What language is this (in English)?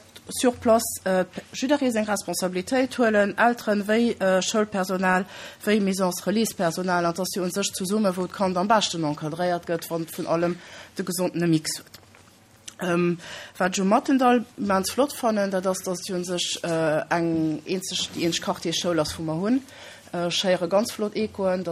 Luxembourgish